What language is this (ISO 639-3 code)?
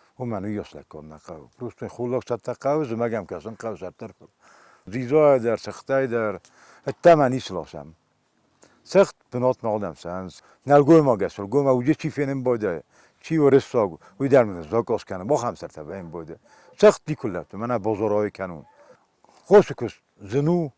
oss